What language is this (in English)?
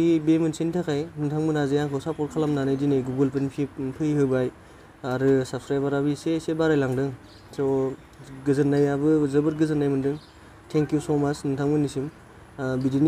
Bodo